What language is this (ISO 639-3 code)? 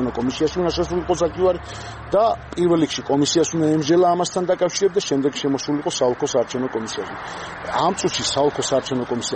kat